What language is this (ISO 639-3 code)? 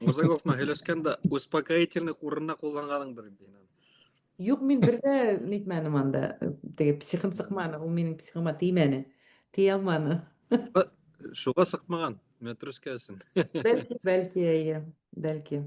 bak